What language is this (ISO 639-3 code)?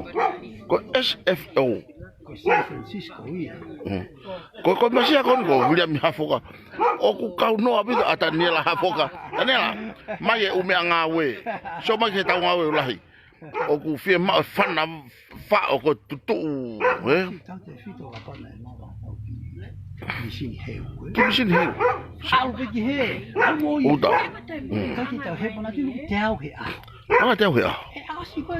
ton